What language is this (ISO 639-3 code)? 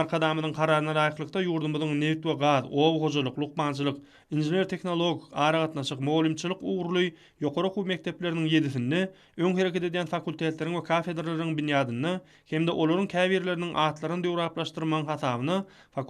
tuk